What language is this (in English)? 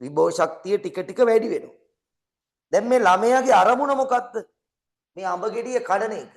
Sinhala